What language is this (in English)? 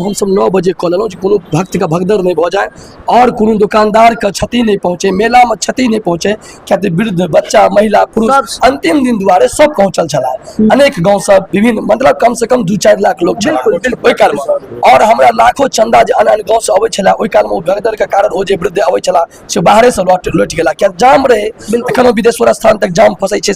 Maithili